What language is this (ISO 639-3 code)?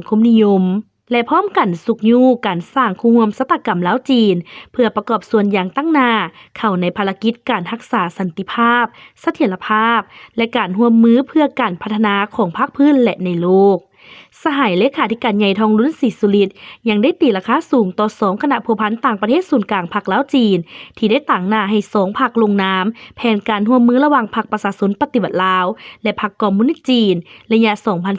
lao